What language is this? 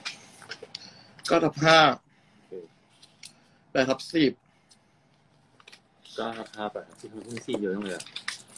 Thai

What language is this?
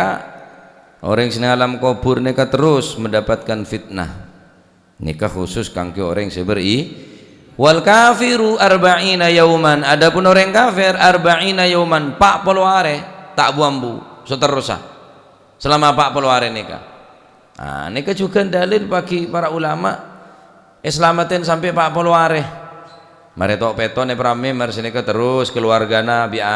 Madurese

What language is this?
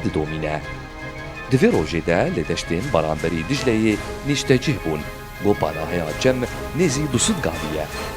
Kurdish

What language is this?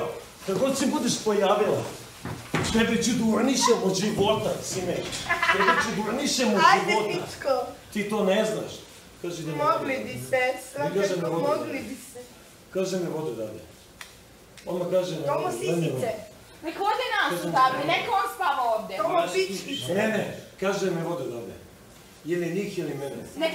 Serbian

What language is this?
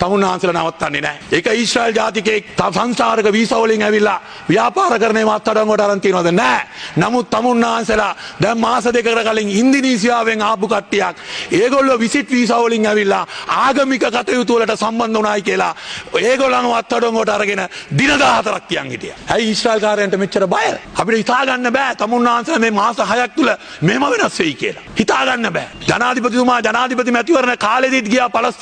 Sinhala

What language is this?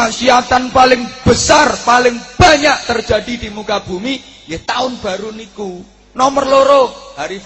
Javanese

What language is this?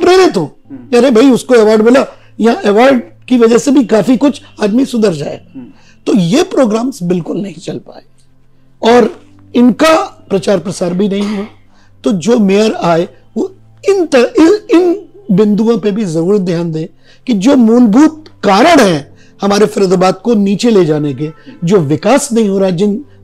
Hindi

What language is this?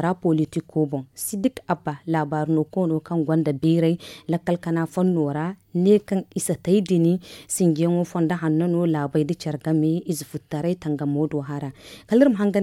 Zarma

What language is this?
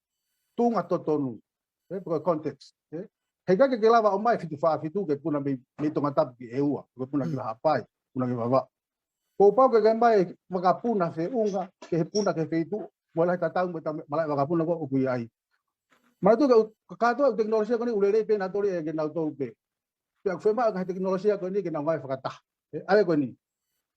Tongan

